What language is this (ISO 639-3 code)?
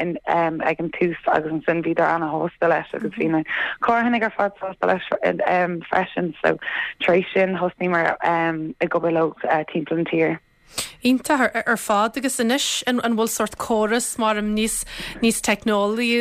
gle